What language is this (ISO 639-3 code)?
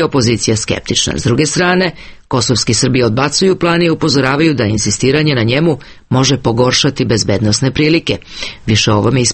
srp